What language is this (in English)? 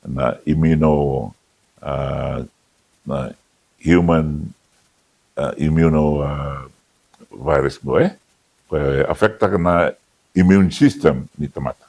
Fijian